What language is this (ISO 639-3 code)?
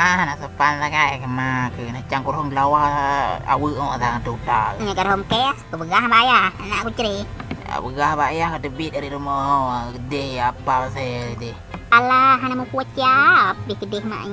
ace